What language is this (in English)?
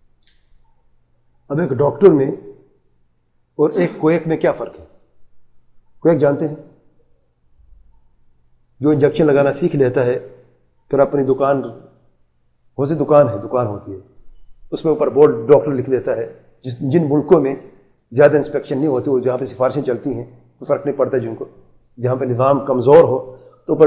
Urdu